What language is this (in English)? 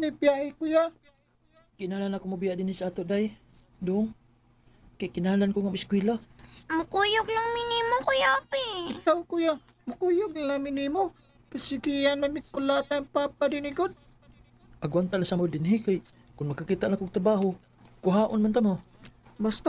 Cebuano